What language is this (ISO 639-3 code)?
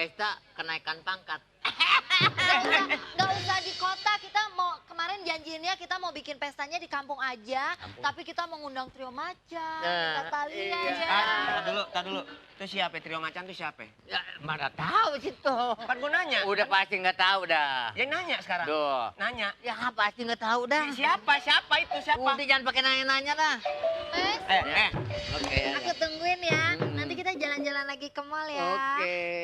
bew